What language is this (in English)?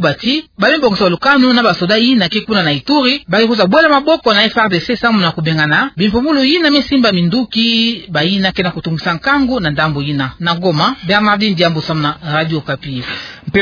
Kituba (Democratic Republic of Congo)